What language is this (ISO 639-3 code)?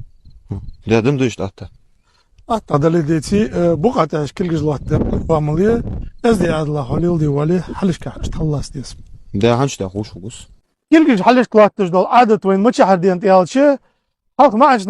inh